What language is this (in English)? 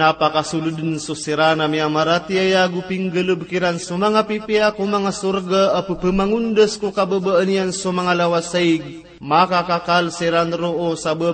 Maranao